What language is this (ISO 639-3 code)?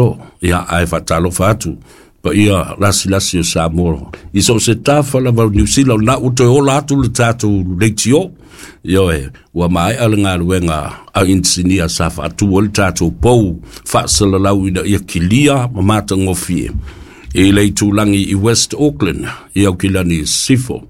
smo